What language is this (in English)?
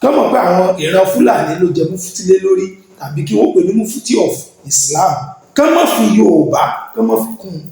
Yoruba